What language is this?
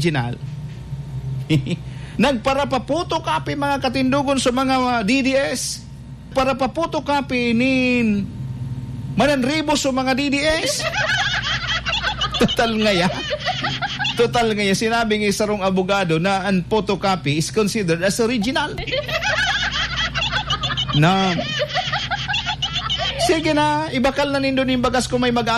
Bikol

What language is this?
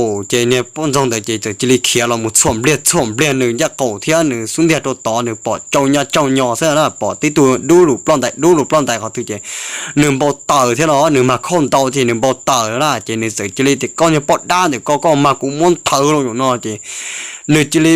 Hmong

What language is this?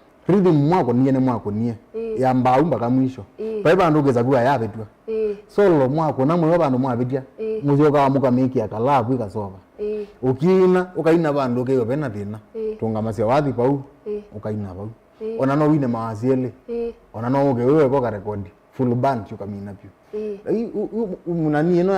Kamba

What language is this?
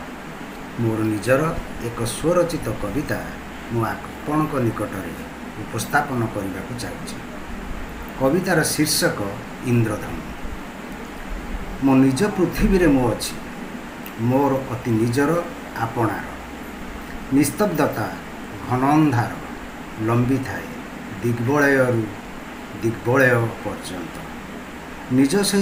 Odia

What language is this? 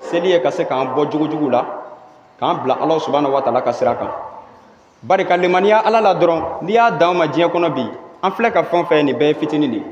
Bambara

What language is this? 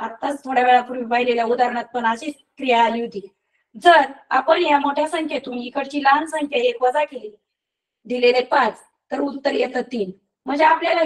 Marathi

